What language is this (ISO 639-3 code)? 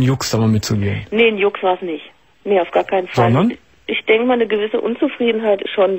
deu